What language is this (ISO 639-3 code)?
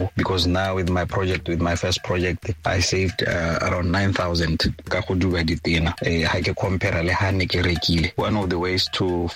tsn